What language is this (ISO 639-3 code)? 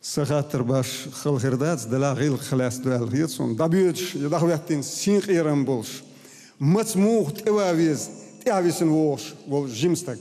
che